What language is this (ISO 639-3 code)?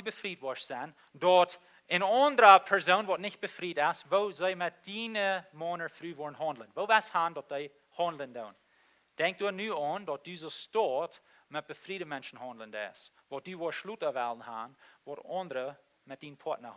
pdt